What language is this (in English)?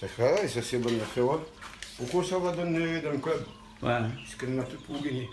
Réunion Creole French